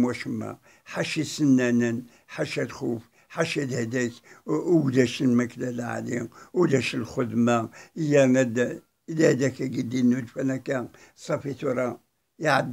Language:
Kabyle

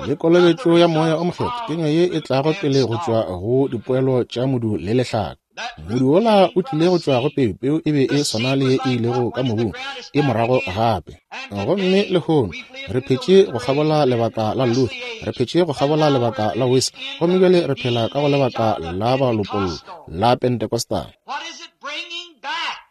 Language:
Northern Sotho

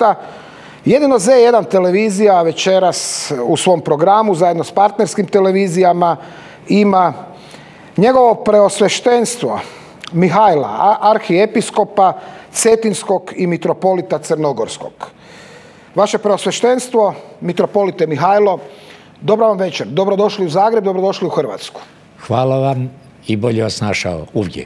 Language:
Croatian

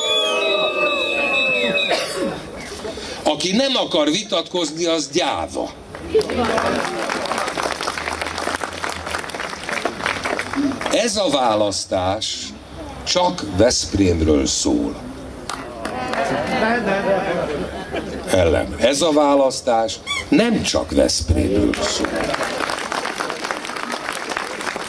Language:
Hungarian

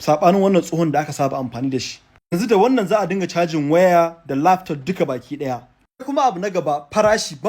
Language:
Hausa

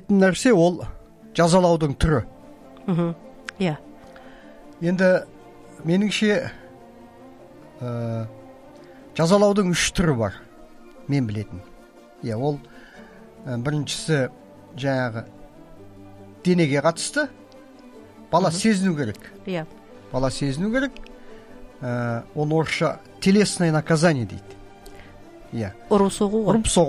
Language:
Kazakh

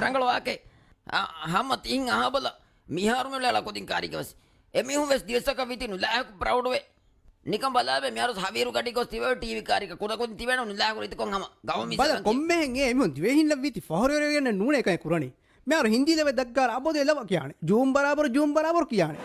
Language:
Divehi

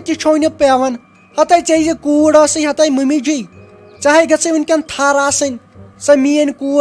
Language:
Kashmiri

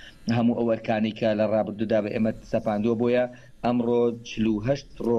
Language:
Central Kurdish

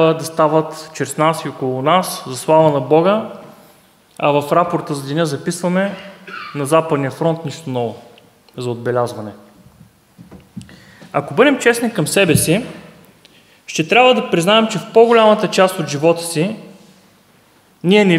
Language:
Bulgarian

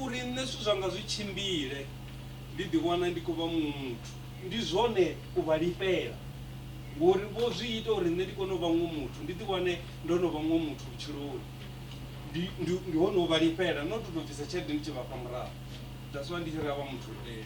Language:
Venda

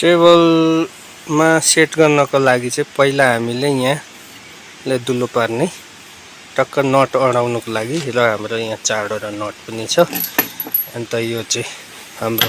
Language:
Nepali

